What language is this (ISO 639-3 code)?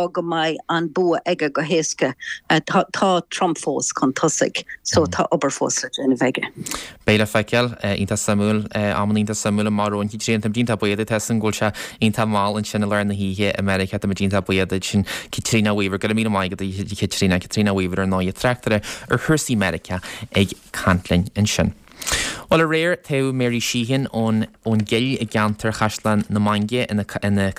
gle